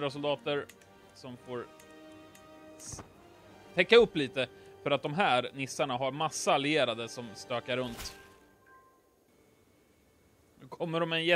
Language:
Swedish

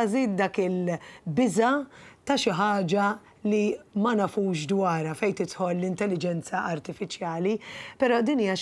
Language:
Maltese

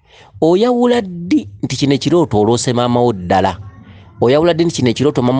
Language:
Ganda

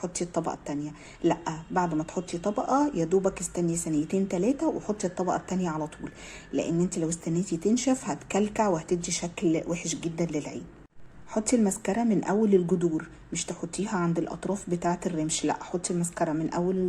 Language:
Egyptian Arabic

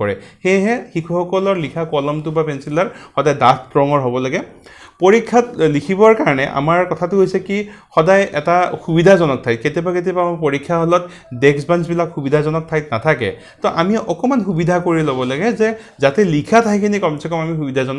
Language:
Assamese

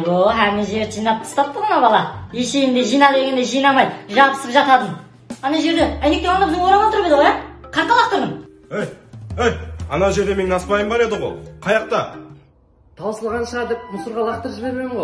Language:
Kara-Kalpak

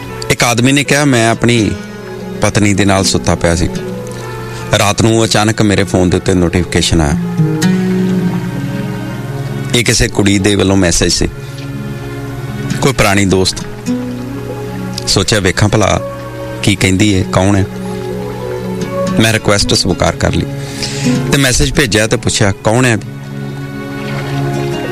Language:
Punjabi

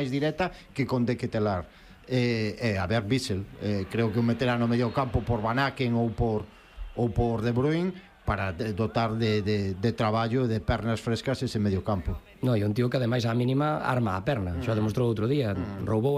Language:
Galician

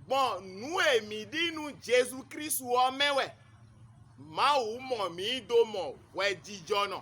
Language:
Fon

